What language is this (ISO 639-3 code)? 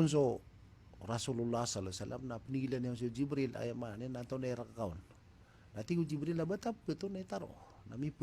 mrw